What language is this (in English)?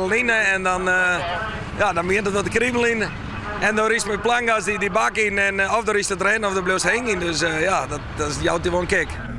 Western Frisian